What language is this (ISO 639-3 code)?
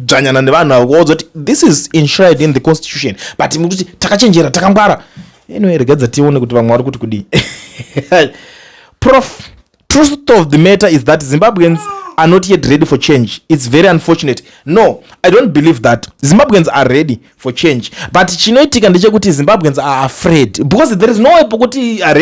sna